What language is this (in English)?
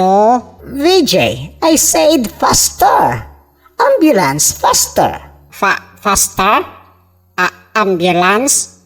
Cebuano